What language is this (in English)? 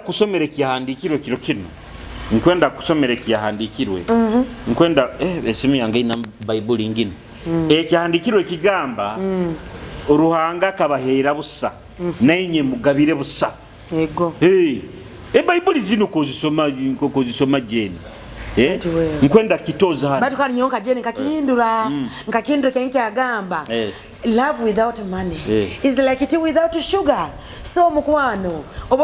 Nyoro